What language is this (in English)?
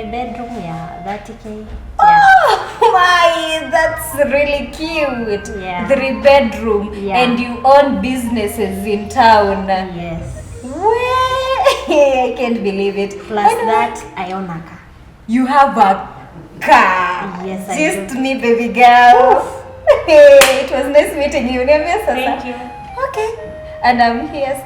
Gusii